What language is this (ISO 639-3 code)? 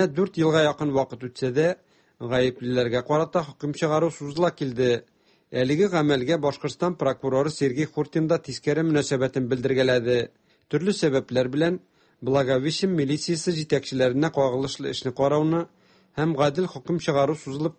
tat